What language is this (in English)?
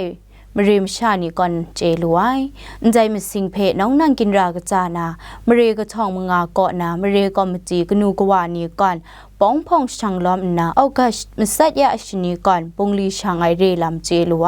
Kachin